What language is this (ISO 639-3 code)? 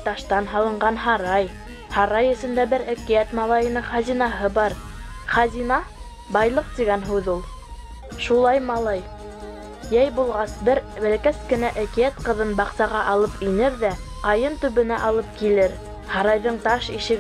bak